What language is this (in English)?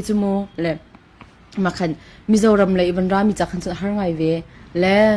Hakha Chin